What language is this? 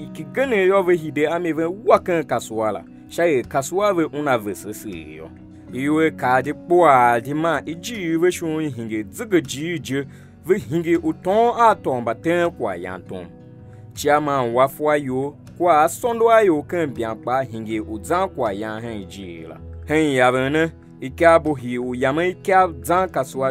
Tiv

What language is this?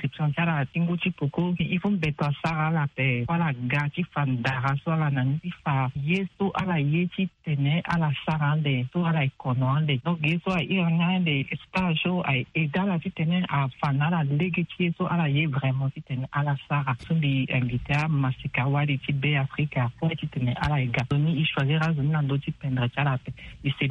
Sango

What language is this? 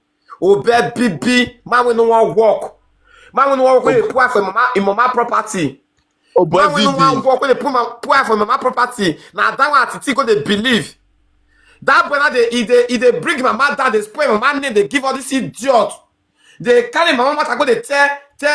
Nigerian Pidgin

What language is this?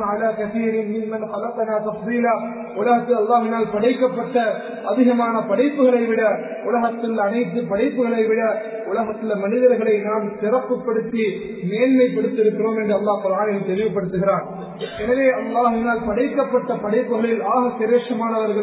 Tamil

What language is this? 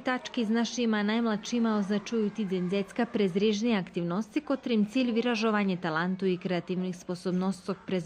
Rusyn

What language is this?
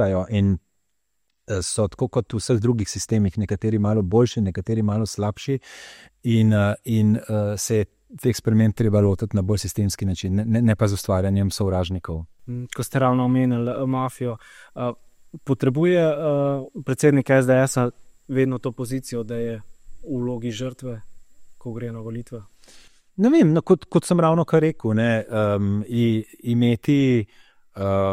Slovenian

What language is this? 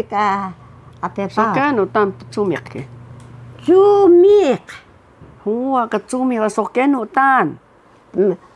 Taroko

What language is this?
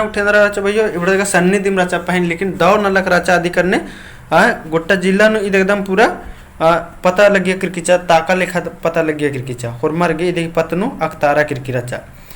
Kurukh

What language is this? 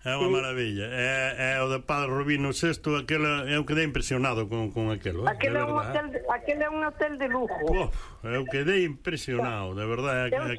Galician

